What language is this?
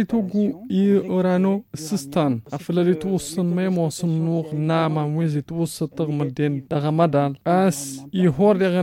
Tamasheq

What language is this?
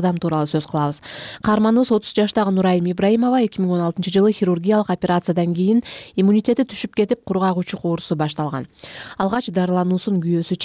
Kyrgyz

